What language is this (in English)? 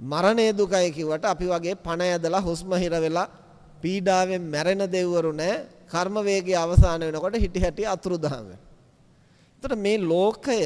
Sinhala